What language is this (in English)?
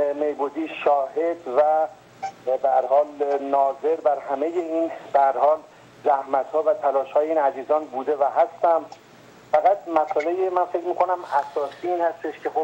Persian